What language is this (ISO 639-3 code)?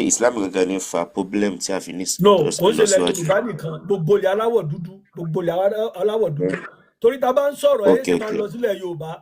yor